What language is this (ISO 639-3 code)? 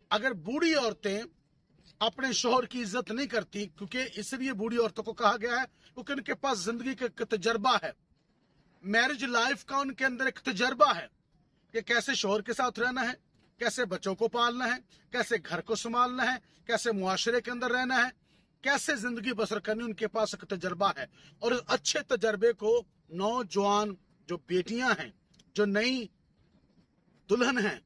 urd